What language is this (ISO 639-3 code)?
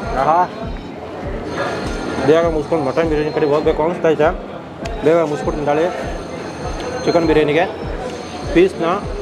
kan